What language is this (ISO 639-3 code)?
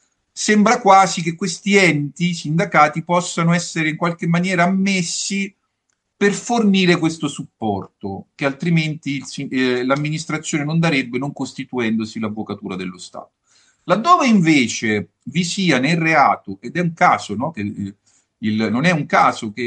ita